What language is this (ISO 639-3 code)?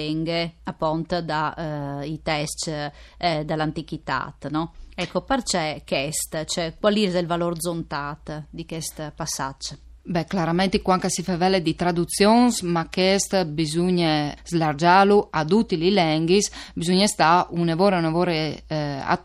fur